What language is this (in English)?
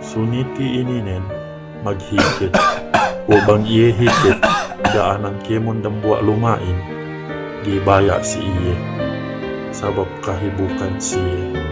Yakan